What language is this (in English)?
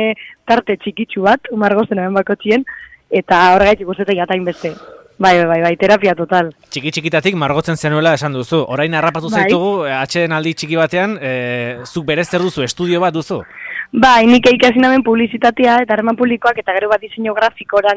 Basque